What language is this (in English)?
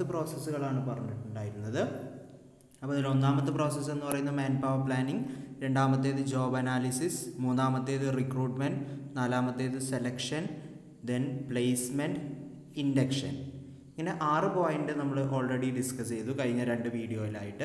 Malayalam